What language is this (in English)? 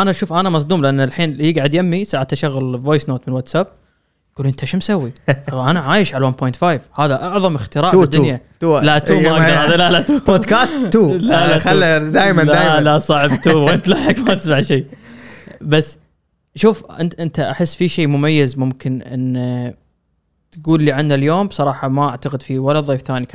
Gulf Arabic